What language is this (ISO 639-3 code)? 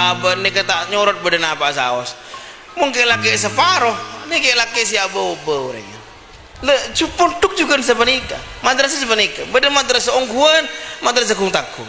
mad